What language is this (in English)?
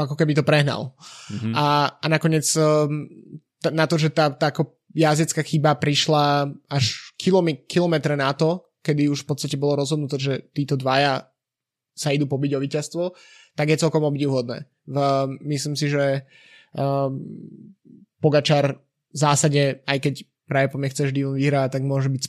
Slovak